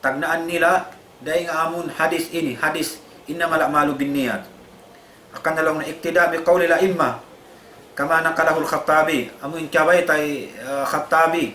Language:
Tausug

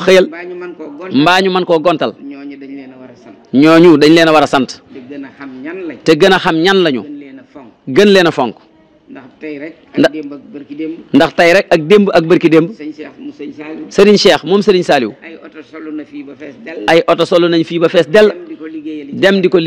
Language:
Wolof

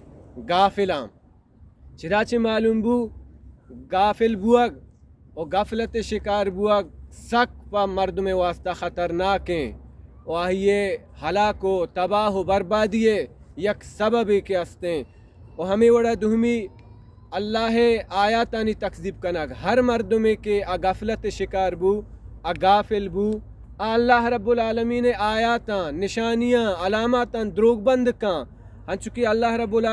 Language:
Baluchi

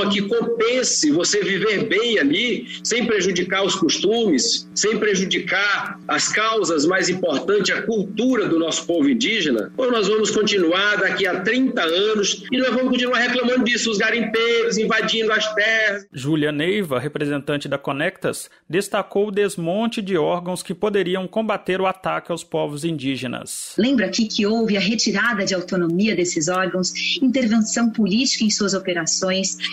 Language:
Portuguese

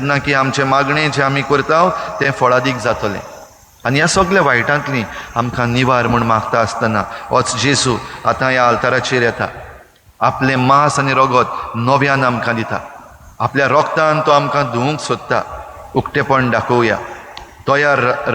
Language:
Konkani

